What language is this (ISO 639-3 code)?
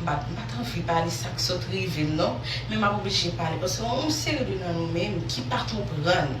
hat